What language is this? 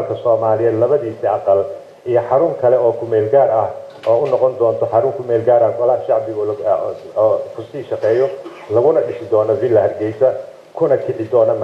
Somali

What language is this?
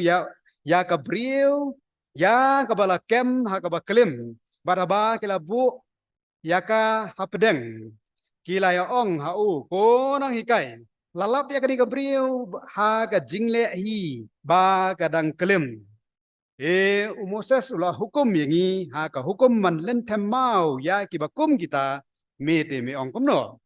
Khasi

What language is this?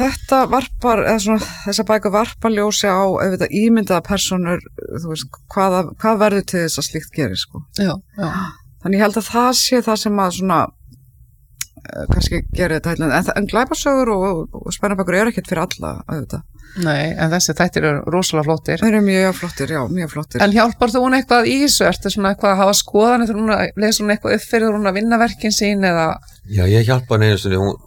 Icelandic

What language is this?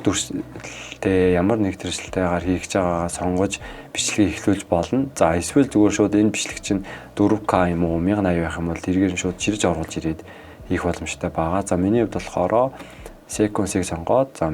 Mongolian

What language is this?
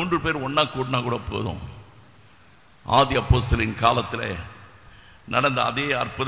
Tamil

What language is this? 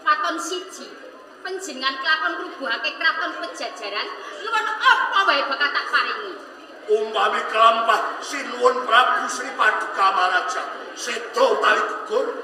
Javanese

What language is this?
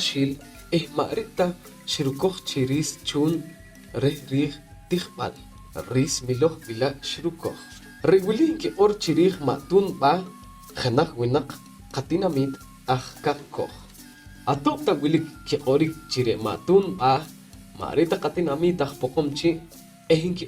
Poqomchi'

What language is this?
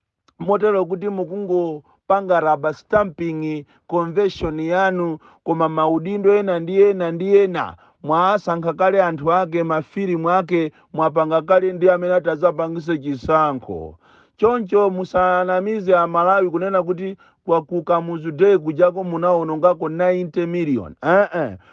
Nyanja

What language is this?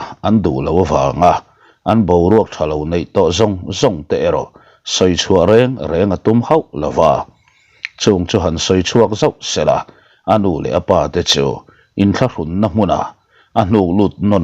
Mizo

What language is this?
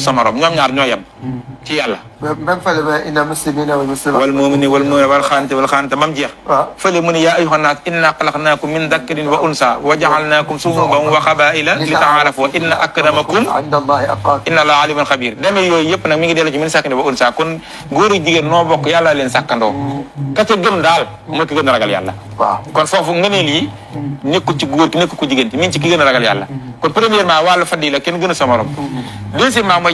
Wolof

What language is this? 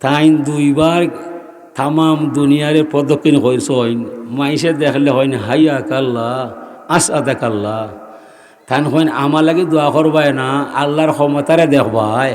Sylheti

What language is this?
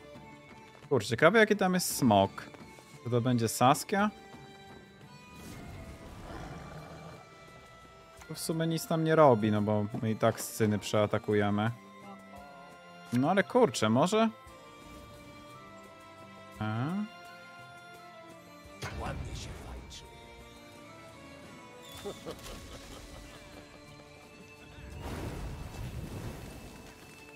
Polish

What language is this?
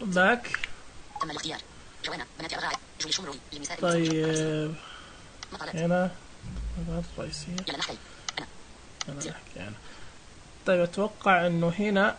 Najdi Arabic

